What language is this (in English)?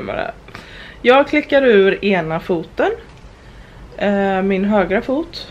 Swedish